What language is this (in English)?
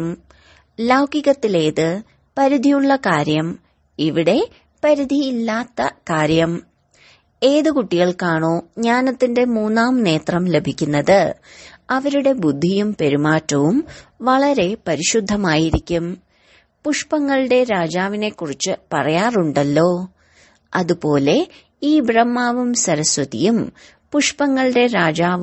Malayalam